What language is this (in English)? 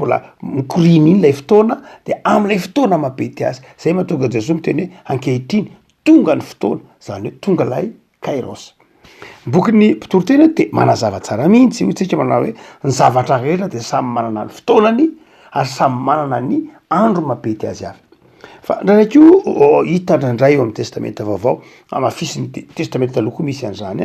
Malagasy